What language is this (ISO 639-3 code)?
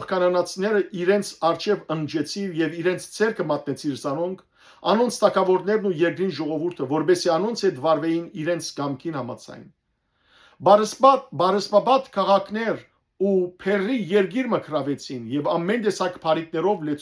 hyw